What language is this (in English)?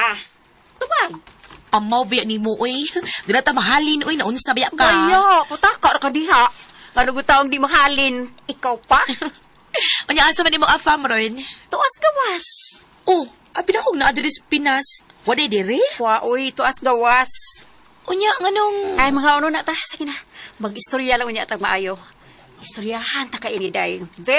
Cebuano